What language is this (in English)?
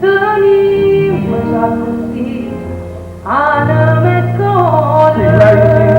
Neapolitan